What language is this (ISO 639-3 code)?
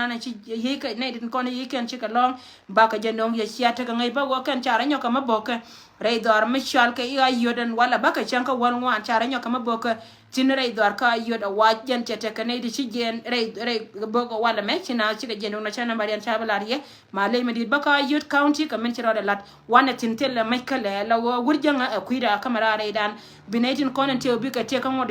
nus